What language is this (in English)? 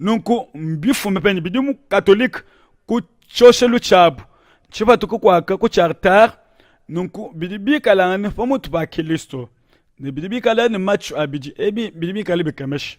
Luba-Lulua